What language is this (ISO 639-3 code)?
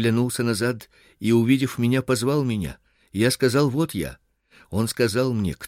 rus